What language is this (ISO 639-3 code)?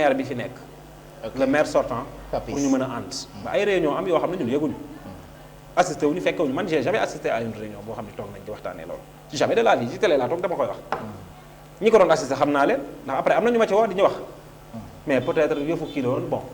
wol